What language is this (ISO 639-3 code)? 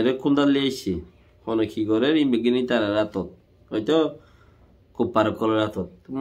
rhg